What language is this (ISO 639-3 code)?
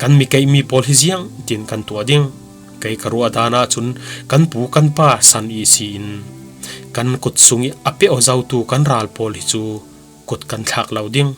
cfm